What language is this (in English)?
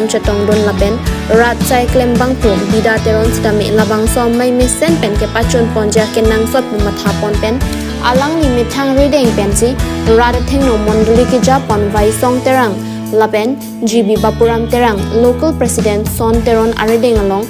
Karbi